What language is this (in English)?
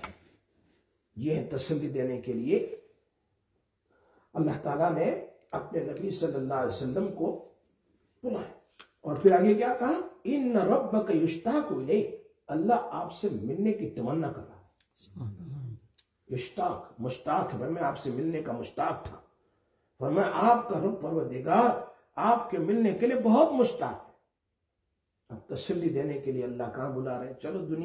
Urdu